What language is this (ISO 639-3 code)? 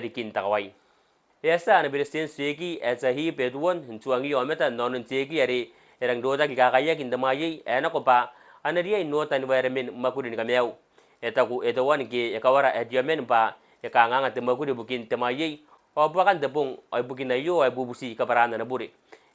gil